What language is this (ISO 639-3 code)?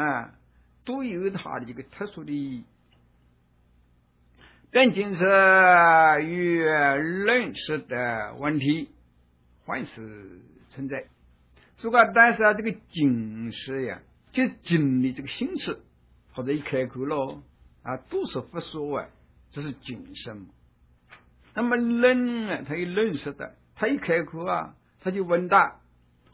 zho